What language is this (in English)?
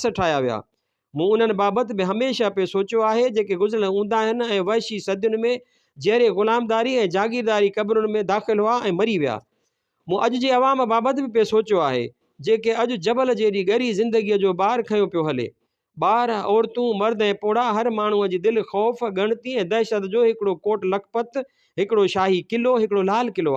Sindhi